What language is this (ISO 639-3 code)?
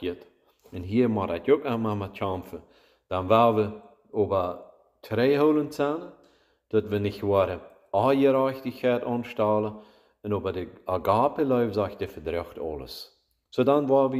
pdt